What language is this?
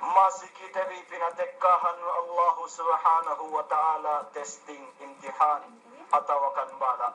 Yakan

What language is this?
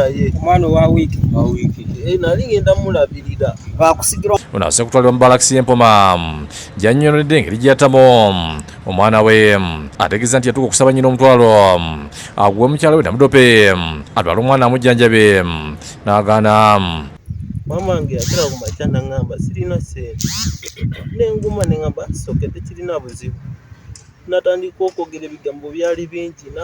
Ganda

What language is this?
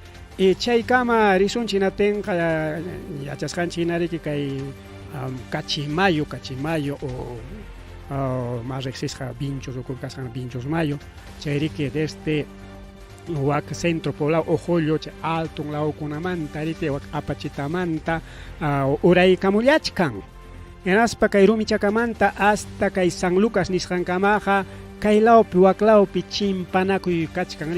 Ayacucho Quechua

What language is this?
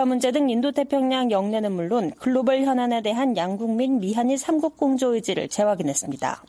Korean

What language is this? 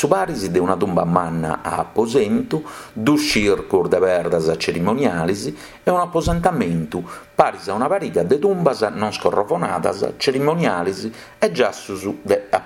Sardinian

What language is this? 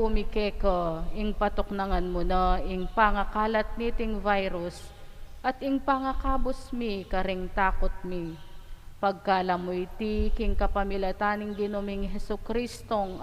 Pampanga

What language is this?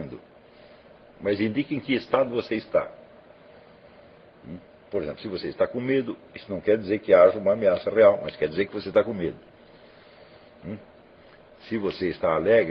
Portuguese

